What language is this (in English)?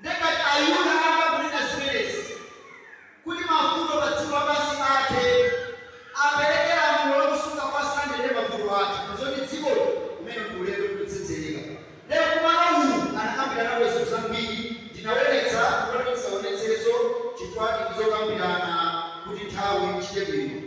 Nyanja